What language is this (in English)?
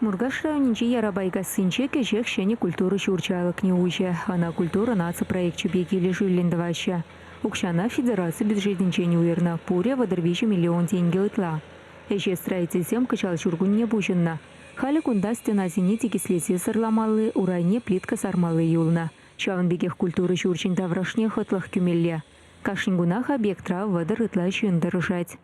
Chuvash